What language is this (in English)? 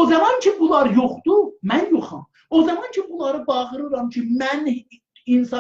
South Azerbaijani